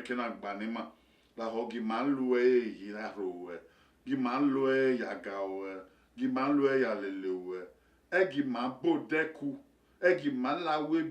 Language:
Bini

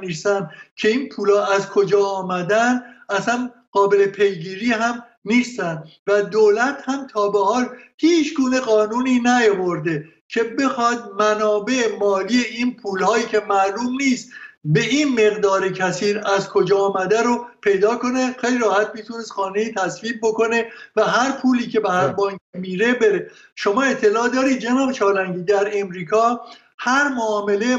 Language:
Persian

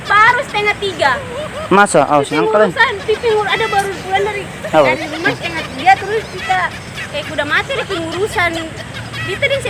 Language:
Ambonese Malay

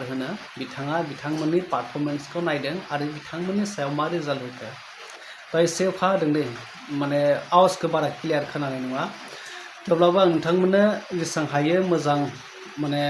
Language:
Bodo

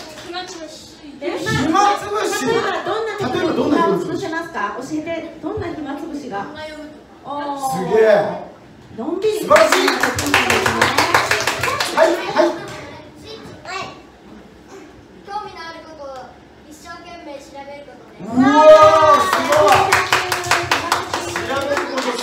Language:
Japanese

